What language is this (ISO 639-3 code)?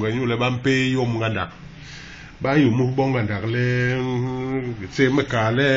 bas